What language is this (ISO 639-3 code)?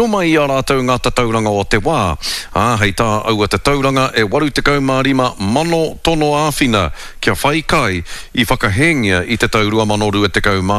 mri